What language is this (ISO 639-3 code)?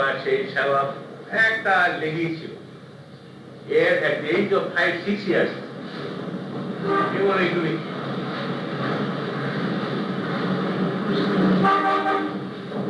ben